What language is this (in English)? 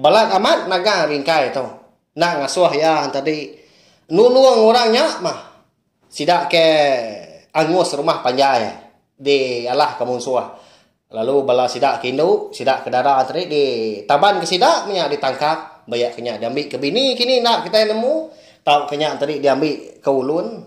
Iban